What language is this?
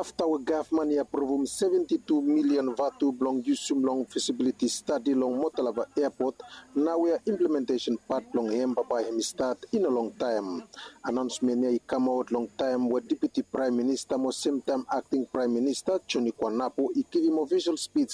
Bislama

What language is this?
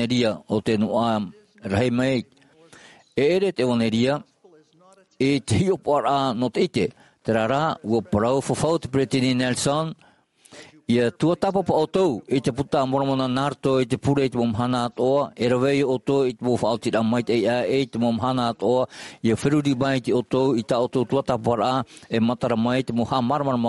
Tahitian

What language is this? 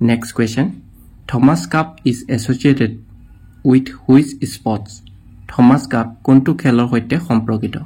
Assamese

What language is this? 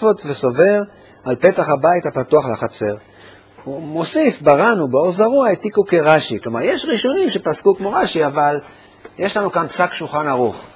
Hebrew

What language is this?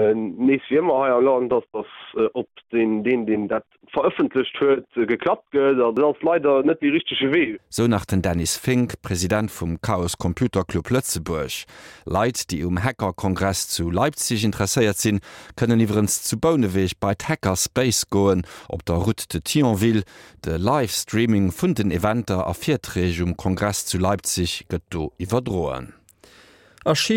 Luxembourgish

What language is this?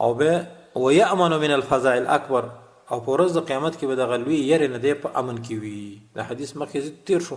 Pashto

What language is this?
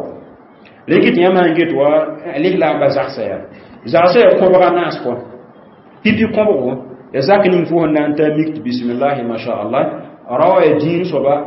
Mossi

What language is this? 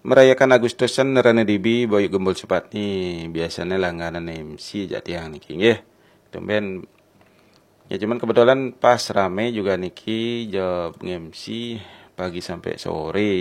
Balinese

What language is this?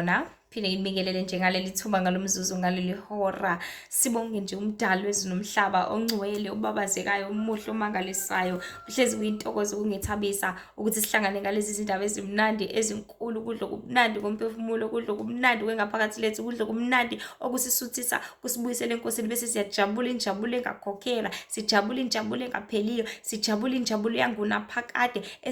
Zulu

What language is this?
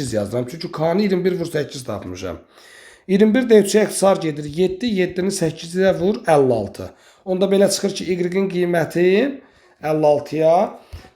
Azerbaijani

